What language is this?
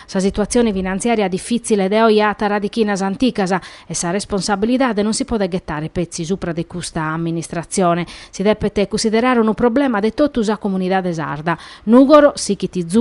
Sardinian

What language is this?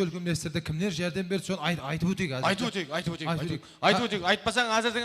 Kara-Kalpak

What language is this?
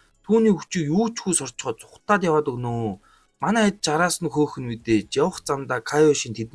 Mongolian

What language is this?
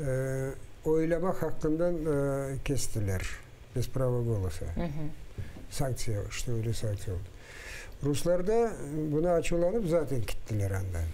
Crimean Tatar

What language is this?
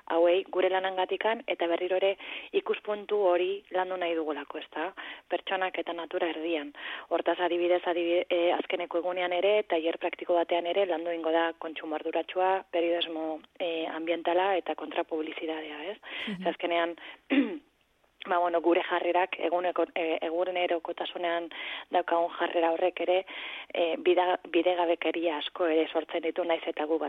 Basque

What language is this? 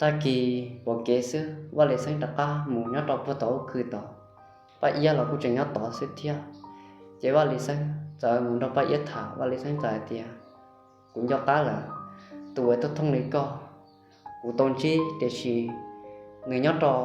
Hmong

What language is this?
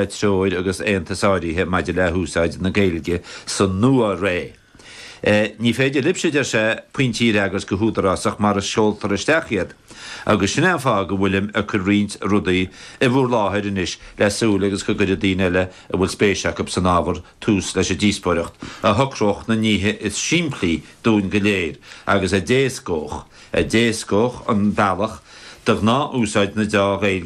Irish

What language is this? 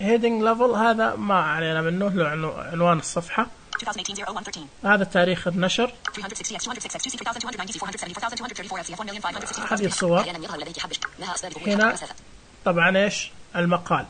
Najdi Arabic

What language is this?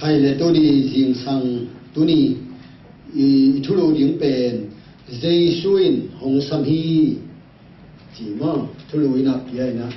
Tedim Chin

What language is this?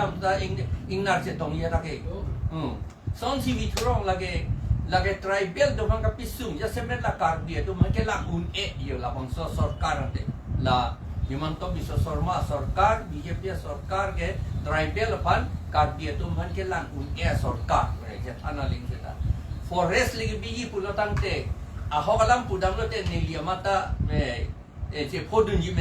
Karbi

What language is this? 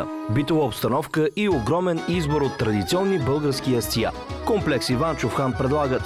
Bulgarian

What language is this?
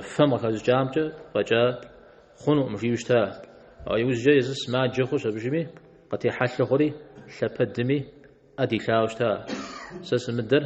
Kabardian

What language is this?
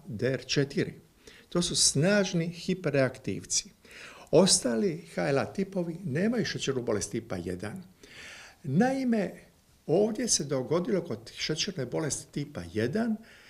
Croatian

